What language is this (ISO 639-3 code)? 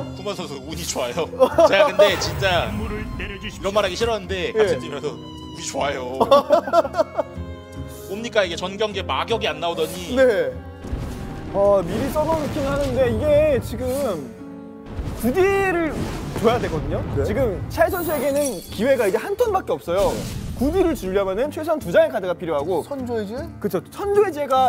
kor